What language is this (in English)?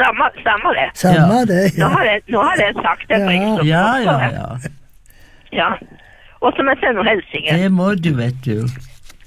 Norwegian